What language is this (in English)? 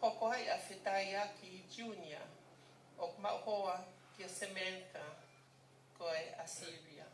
Tongan